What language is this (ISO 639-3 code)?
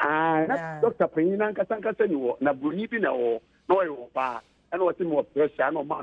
aka